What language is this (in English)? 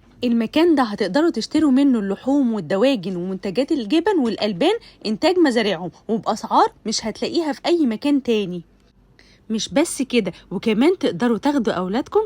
Egyptian Arabic